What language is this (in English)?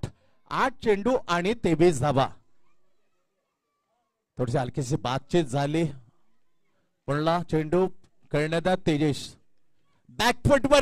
Marathi